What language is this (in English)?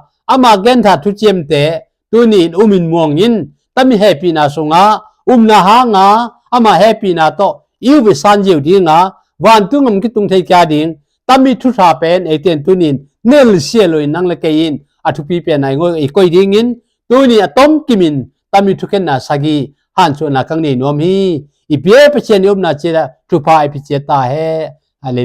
Tedim Chin